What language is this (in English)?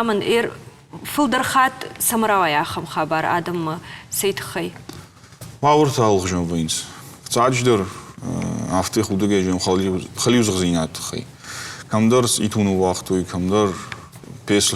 Ossetic